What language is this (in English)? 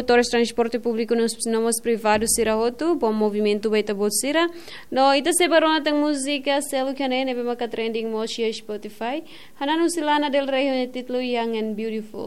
Tetum